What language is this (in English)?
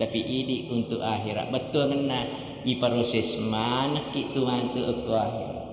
Buginese